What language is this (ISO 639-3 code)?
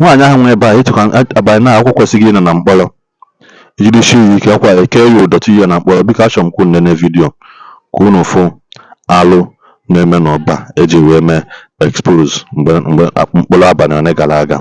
ibo